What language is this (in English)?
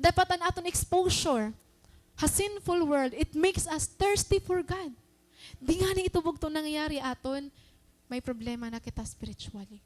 Waray